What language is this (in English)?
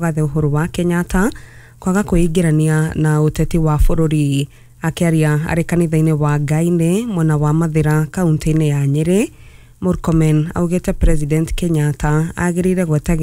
Kikuyu